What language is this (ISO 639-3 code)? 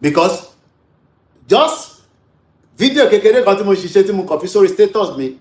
yor